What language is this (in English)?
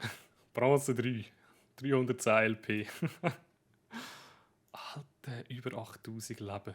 Swiss German